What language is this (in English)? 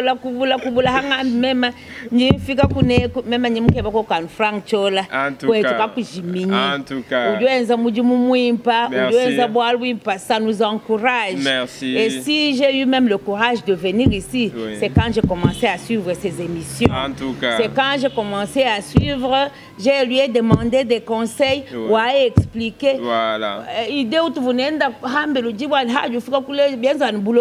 Luba-Lulua